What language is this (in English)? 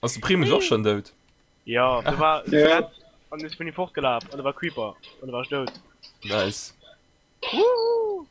Luxembourgish